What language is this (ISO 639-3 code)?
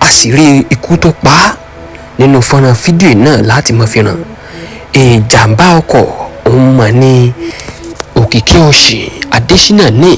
yor